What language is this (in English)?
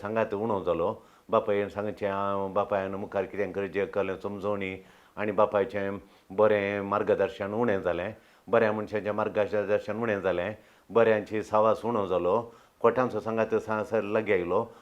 Konkani